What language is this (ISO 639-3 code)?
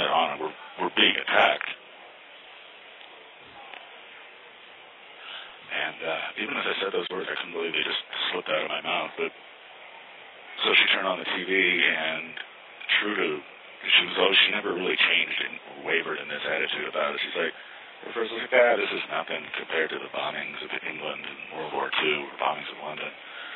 eng